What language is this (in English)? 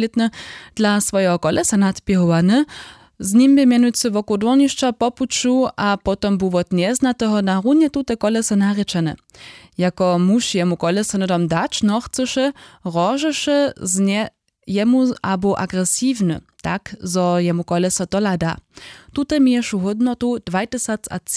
Upper Sorbian